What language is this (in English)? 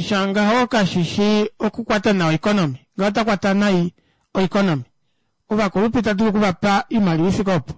Kuanyama